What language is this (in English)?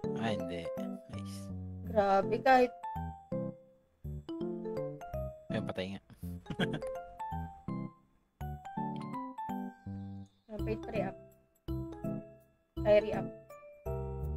Filipino